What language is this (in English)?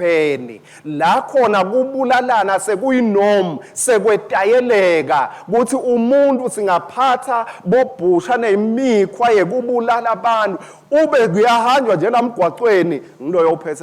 Swati